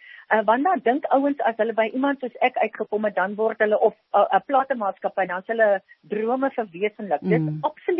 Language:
Afrikaans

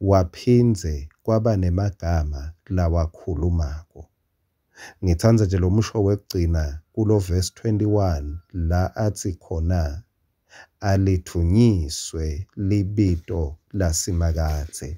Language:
Swati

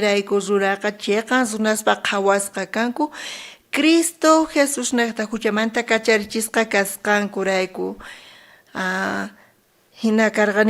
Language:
South Bolivian Quechua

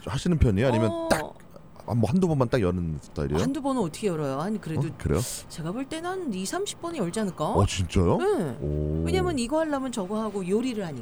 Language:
Korean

